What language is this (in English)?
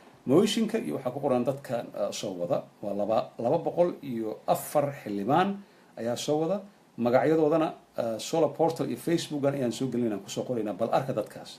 Somali